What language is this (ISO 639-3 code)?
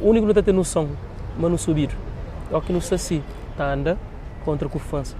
kea